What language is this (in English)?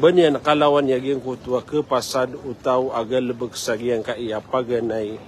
Maranao